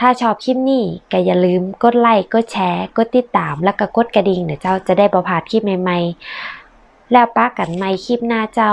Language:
Northern Thai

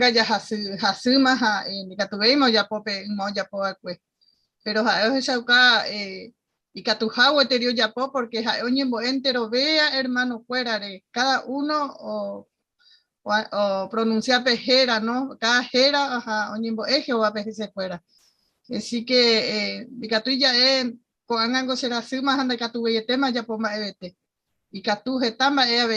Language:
Guarani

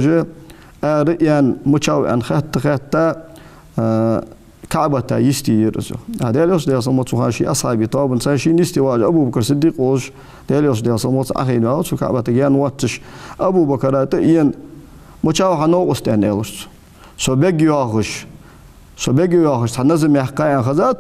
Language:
Ingush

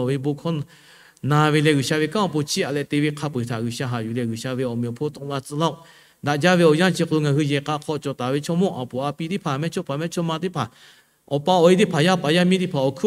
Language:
Lahu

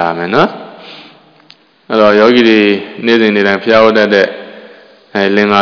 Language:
Burmese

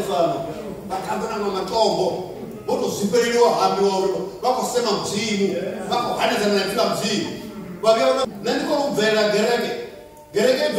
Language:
Venda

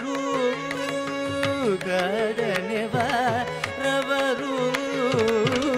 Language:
Malayalam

